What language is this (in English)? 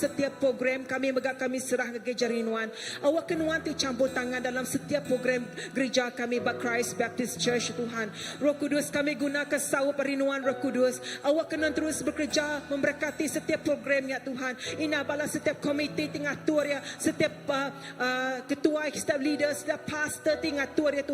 Iban